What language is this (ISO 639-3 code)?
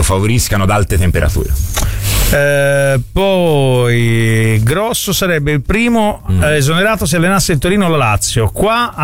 ita